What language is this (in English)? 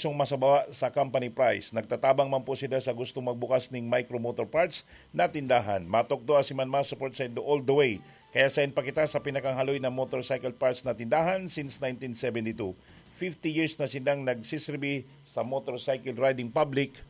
Bikol